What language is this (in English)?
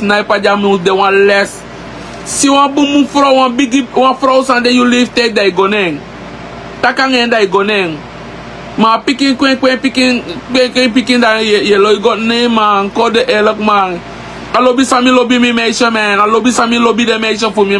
Sranan Tongo